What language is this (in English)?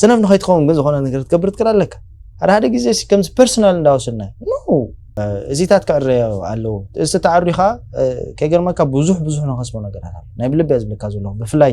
Tigrinya